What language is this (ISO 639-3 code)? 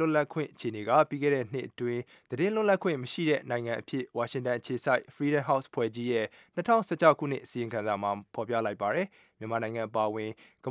mya